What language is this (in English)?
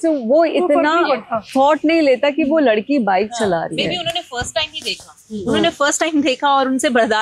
Hindi